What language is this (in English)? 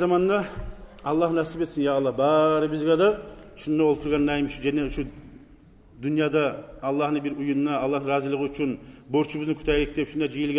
Kumyk